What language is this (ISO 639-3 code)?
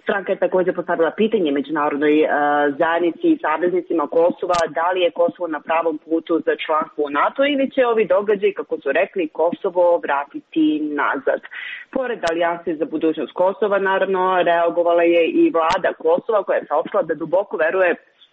srp